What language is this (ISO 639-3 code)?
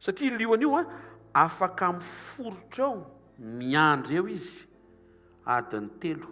mlg